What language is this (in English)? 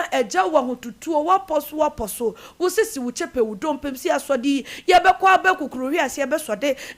Akan